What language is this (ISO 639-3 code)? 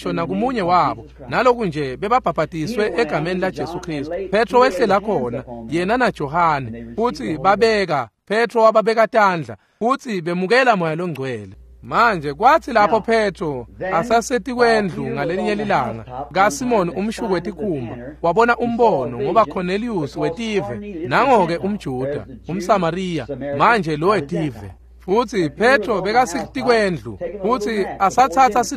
ssw